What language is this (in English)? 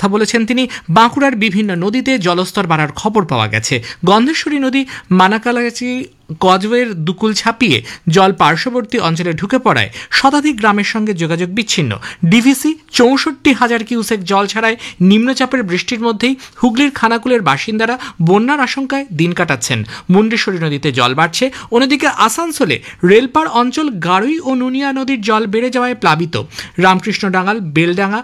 Bangla